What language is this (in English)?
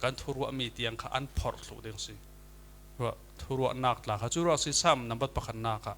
Falam Chin